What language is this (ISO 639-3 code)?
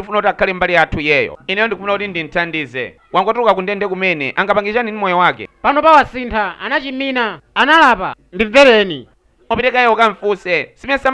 nya